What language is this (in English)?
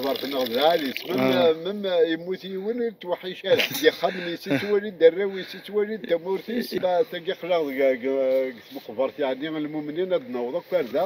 Kabyle